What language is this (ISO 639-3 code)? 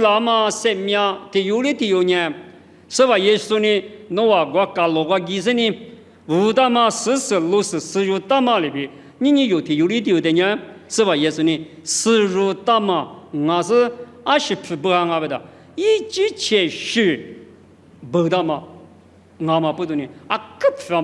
lis